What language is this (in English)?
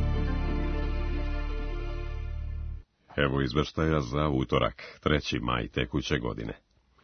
Serbian